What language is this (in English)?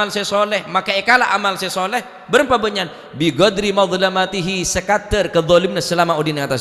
Madurese